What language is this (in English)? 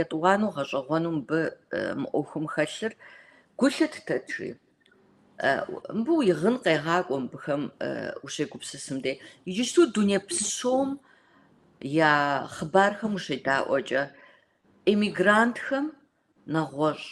Kabardian